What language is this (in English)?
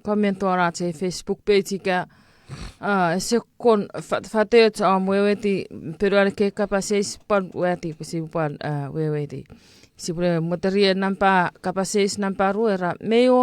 Chuukese